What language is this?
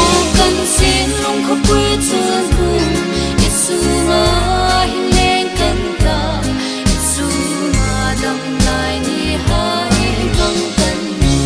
Hmar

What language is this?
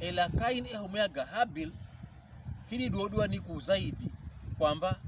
Pokomo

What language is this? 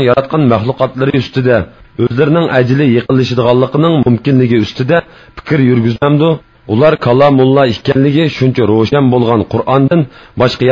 Uyghur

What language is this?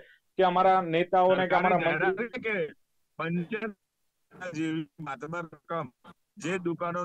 Gujarati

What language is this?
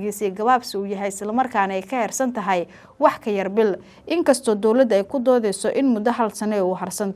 Somali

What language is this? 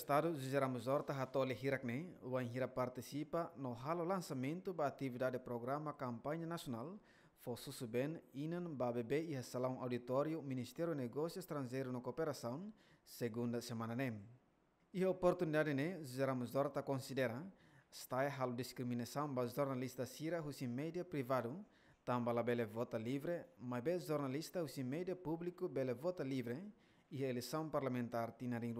Tetum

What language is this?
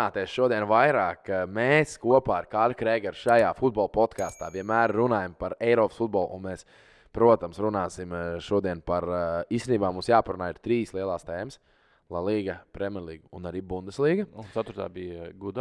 Latvian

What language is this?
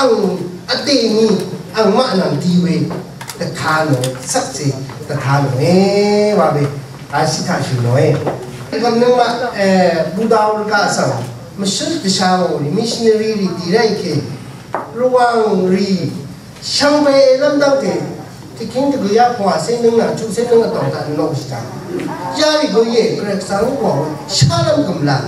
Rawang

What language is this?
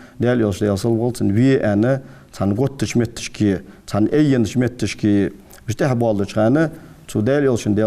Ingush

